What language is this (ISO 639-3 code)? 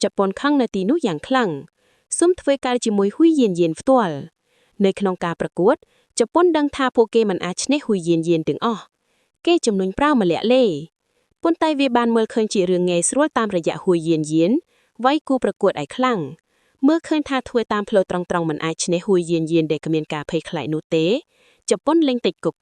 khm